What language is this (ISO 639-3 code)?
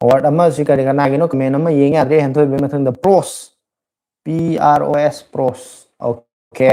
mni